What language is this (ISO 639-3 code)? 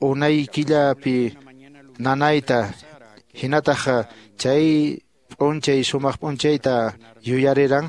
que